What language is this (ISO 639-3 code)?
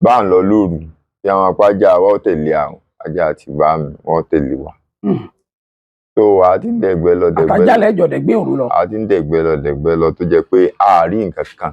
yor